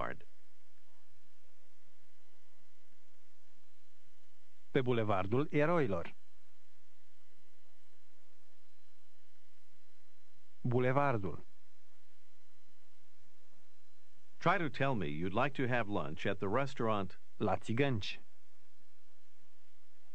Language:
Romanian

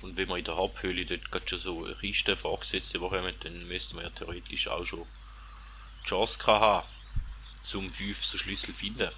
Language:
Swiss German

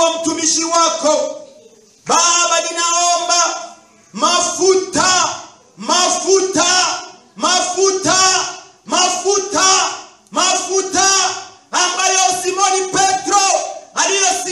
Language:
Swahili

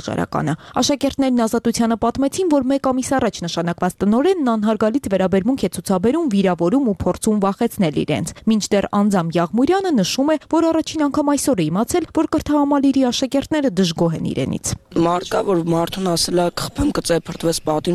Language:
Armenian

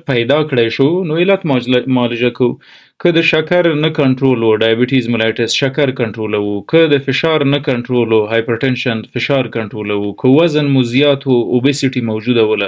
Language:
Pashto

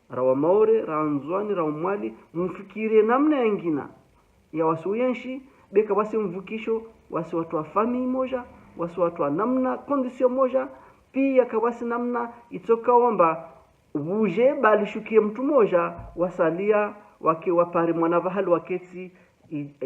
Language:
Ngazidja Comorian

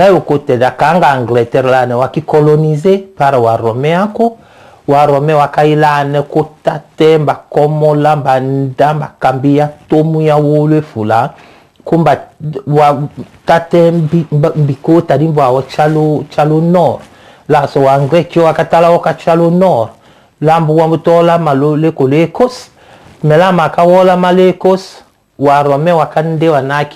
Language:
Tetela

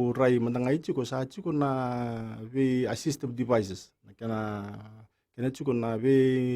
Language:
Fijian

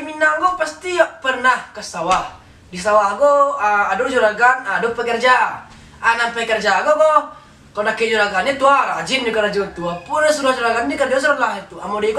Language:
Minangkabau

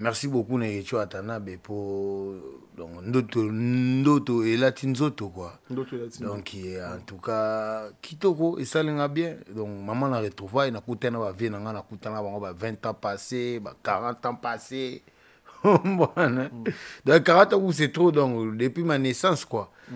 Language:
Lingala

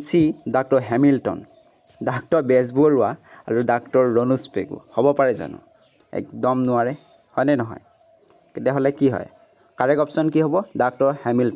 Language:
Assamese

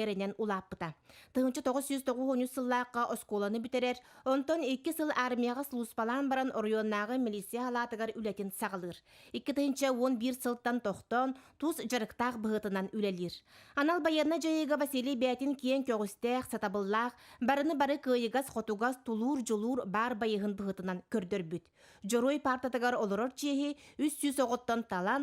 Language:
Yakut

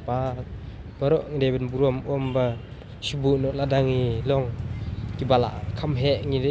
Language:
Khasi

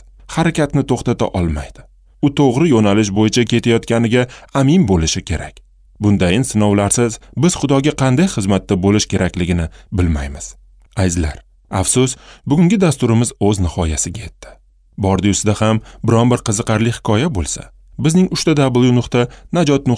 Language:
Uzbek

